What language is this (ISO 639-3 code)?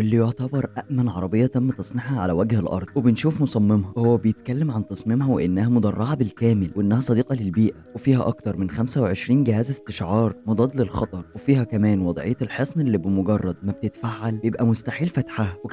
arz